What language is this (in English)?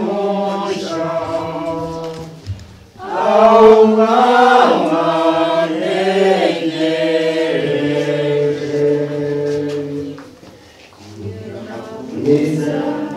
Kinyarwanda